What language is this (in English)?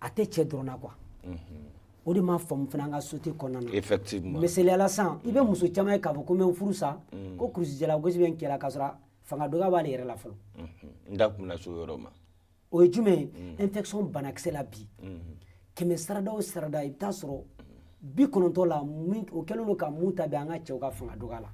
Bambara